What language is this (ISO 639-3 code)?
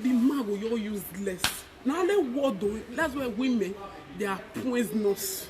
pcm